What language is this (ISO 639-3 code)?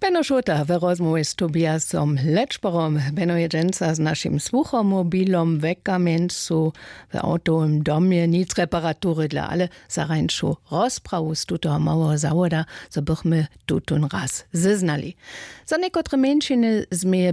hsb